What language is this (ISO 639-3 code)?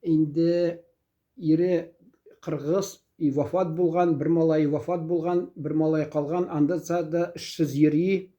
tat